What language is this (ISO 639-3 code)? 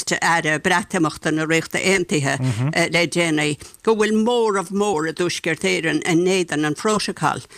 gle